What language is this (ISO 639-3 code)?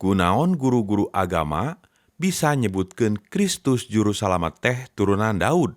sun